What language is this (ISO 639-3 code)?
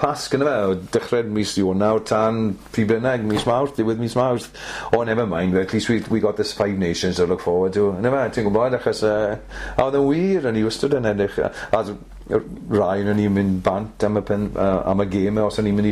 cym